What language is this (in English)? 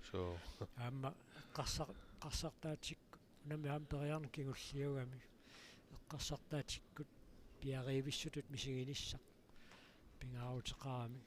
Kalaallisut